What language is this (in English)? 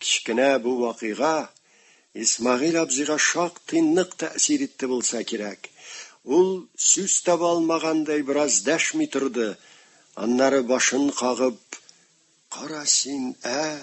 Tatar